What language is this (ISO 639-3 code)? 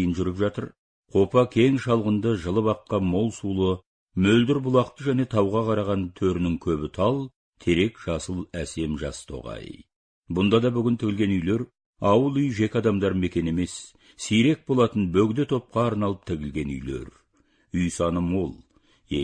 kaz